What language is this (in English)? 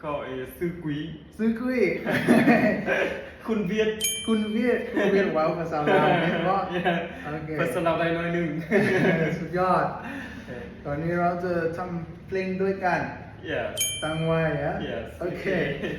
Lao